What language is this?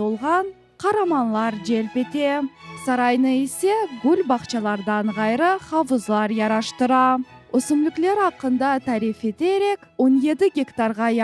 Crimean Tatar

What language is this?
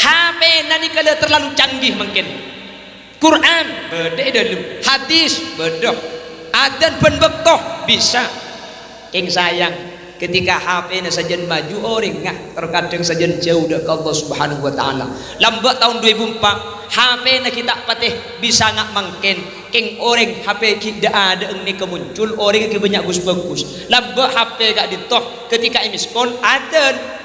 Madurese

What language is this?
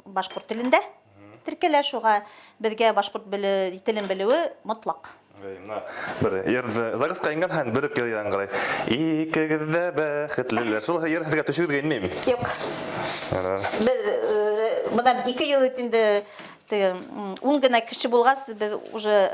Bashkir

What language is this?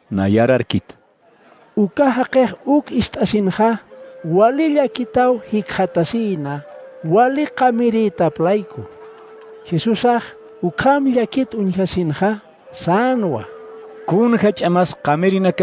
Aymara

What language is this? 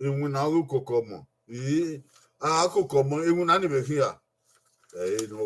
Bini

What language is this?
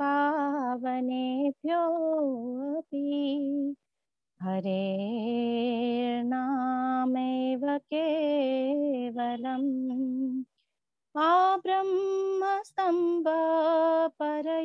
Sanskrit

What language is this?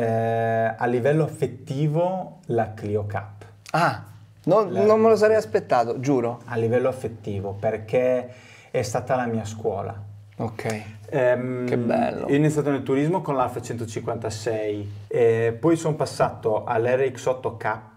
Italian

